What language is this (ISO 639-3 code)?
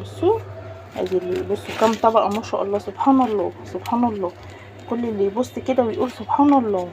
arz